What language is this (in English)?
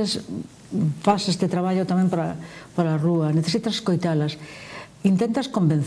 Galician